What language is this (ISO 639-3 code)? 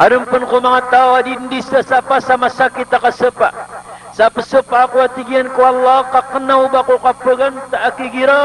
mrw